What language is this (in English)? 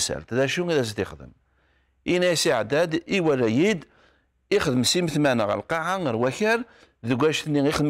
Kabyle